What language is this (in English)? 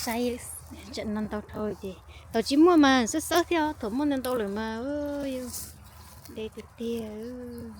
Hmong